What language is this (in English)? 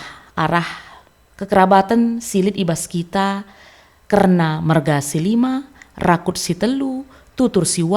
Batak Karo